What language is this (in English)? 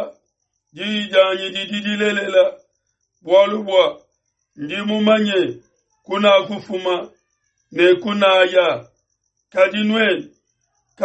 Luba-Lulua